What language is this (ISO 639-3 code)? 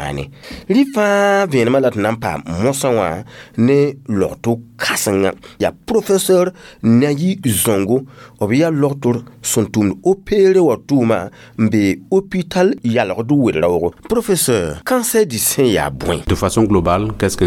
mos